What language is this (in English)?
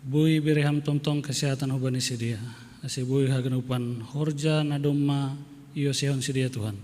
Batak Simalungun